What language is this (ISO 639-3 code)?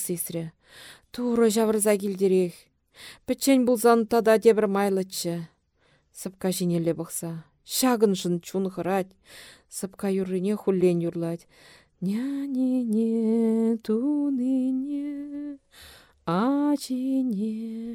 chv